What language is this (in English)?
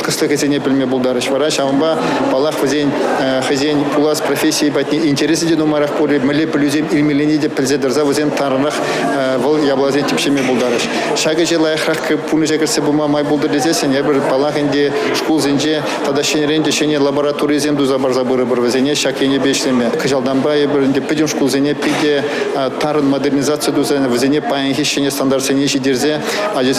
Chuvash